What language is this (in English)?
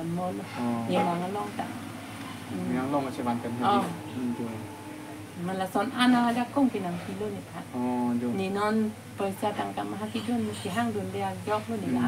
Karbi